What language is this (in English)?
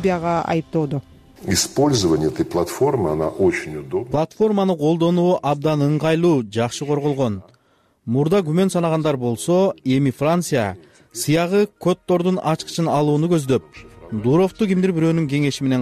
Kyrgyz